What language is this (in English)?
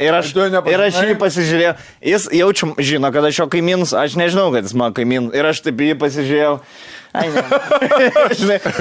Lithuanian